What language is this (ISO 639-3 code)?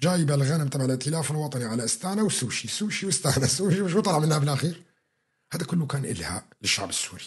apc